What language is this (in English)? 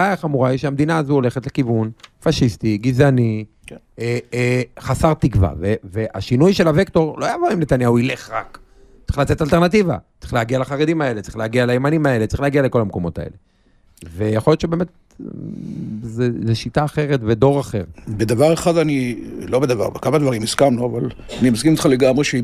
Hebrew